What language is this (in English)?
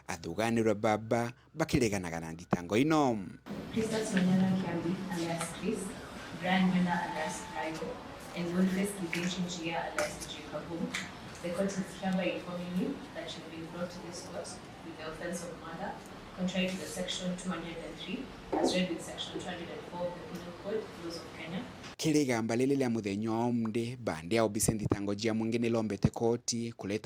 Meru